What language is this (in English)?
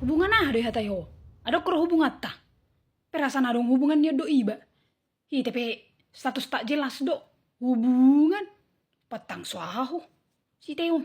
Batak Toba